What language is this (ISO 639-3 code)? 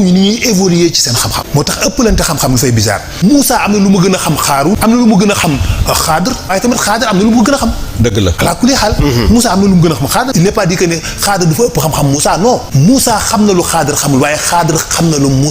wol